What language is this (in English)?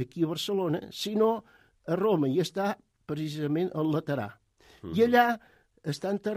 Catalan